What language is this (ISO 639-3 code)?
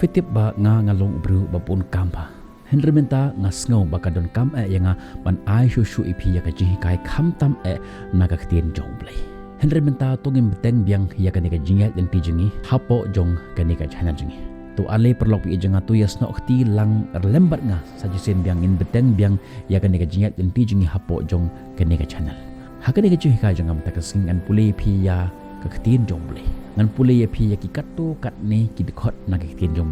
kha